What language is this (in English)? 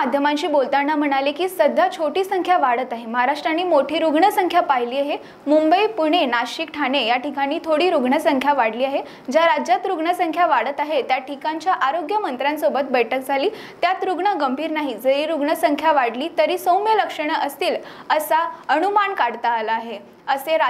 Marathi